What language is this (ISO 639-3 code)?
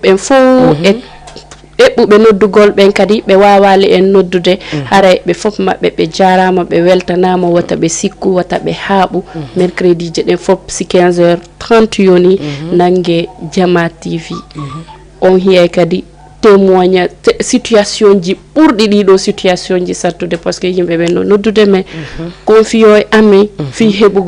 ful